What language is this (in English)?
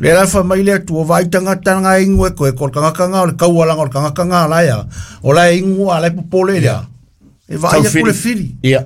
Samoan